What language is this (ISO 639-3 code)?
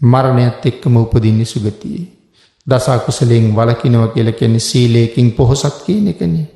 sin